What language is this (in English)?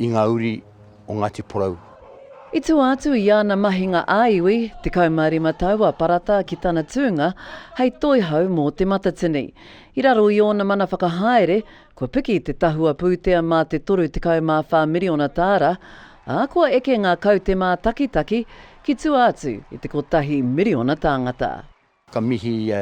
Māori